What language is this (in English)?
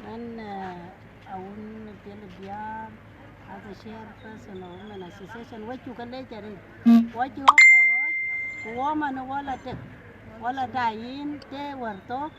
Dinka